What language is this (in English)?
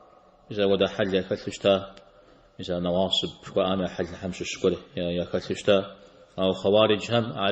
Kabardian